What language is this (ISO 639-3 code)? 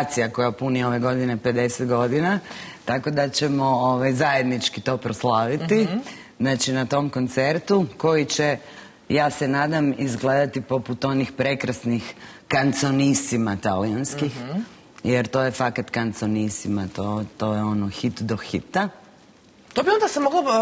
hrv